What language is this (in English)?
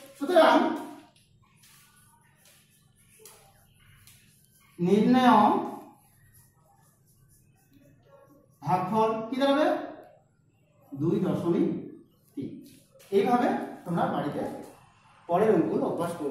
Bangla